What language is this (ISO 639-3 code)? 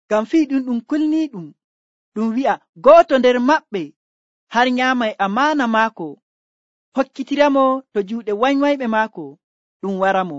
fuv